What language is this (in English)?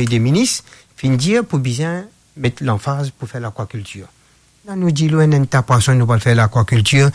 Morisyen